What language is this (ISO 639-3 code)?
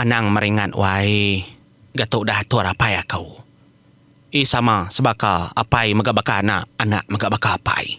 iba